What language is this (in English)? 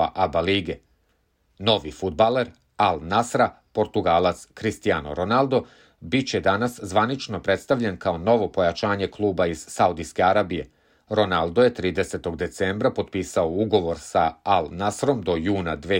Serbian